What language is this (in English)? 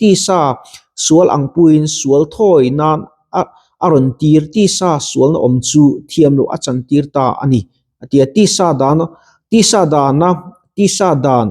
Mizo